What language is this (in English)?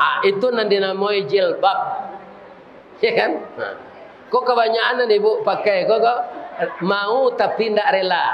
Minangkabau